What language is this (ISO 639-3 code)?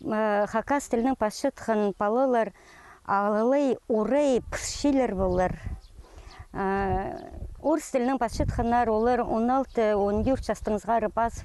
kjh